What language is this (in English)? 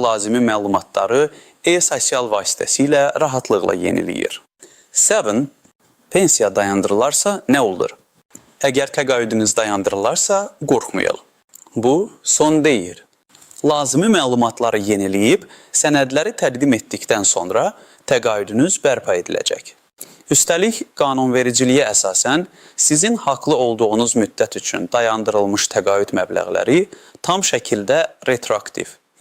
Azerbaijani